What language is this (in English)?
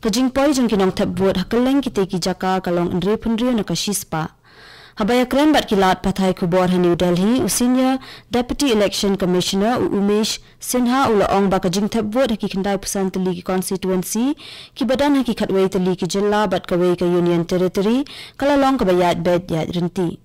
Khasi